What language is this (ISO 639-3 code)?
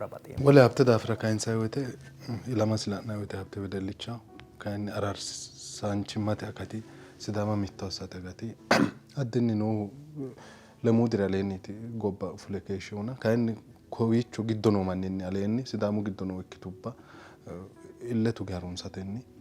sid